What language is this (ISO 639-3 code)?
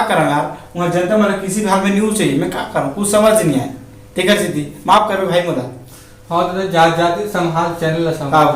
hne